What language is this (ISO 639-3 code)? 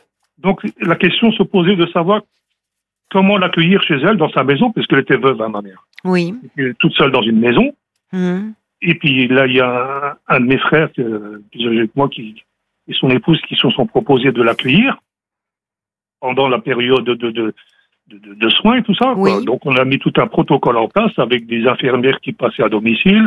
fra